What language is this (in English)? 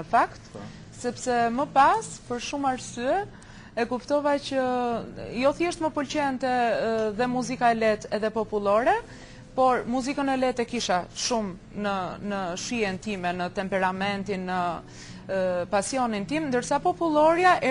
Albanian